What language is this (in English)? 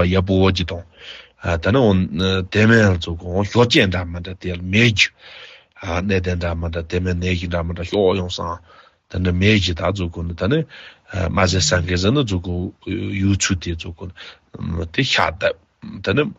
Tibetan